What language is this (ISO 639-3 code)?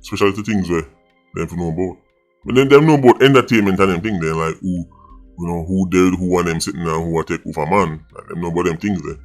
jam